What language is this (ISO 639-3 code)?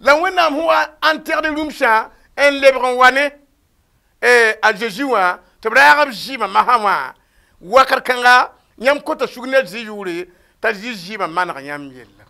mos